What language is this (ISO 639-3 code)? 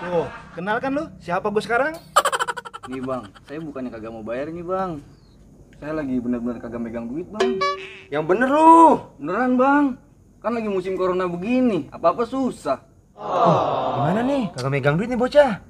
bew